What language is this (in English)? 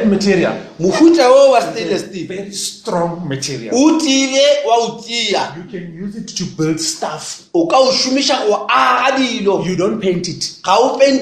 Northern Sotho